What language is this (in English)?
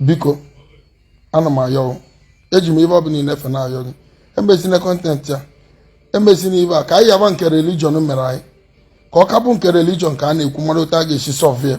Igbo